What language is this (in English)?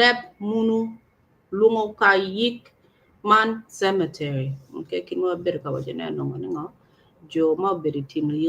Acoli